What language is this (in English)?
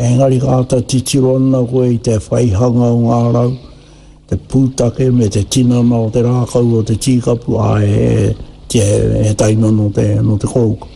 Māori